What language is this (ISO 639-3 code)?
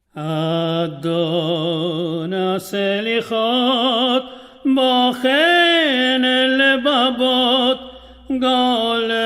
lad